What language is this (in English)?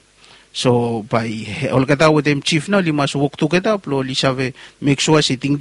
Bislama